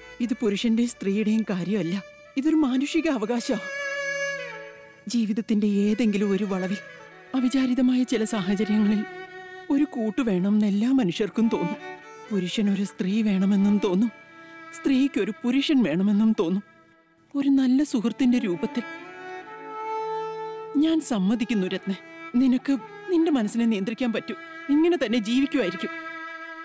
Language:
Malayalam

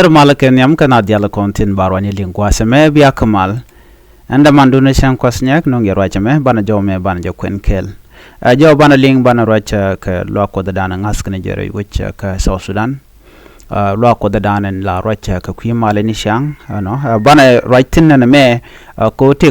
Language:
Nuer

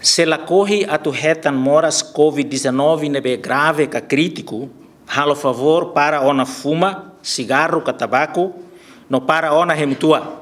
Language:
Tetum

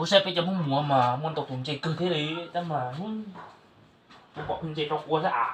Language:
Hmong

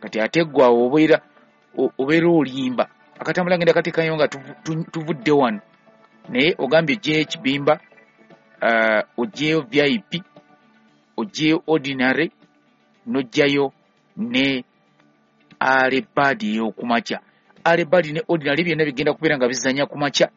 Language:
Ganda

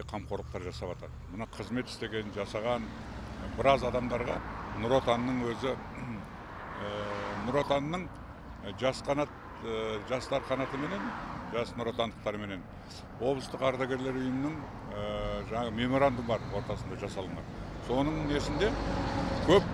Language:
Kazakh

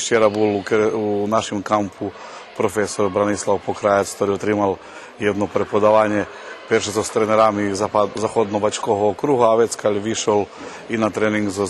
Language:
Rusyn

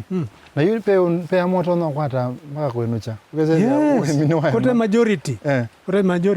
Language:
Kamba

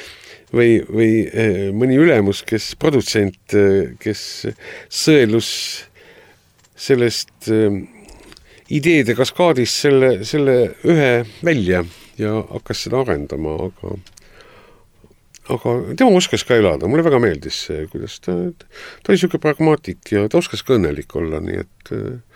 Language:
Estonian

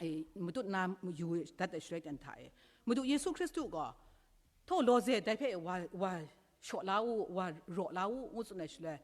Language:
Kachin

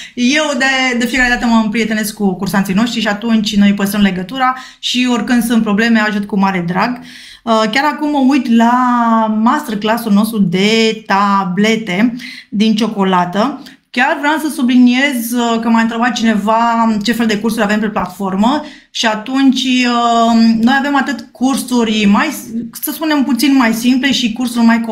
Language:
Romanian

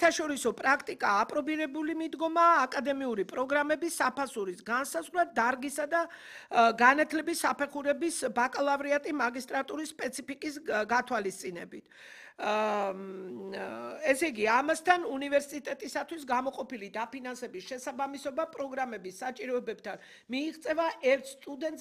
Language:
Georgian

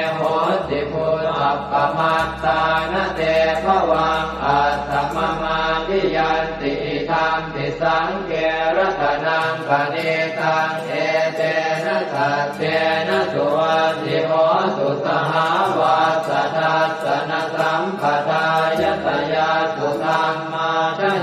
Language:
Pali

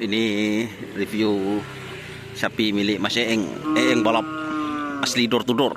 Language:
Madurese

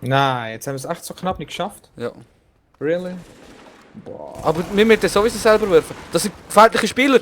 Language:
Swiss German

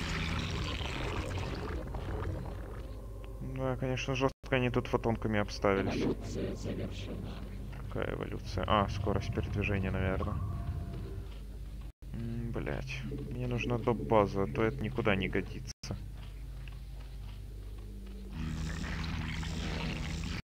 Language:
Russian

